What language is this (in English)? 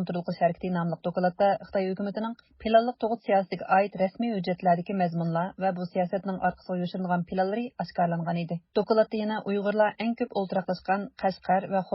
Uyghur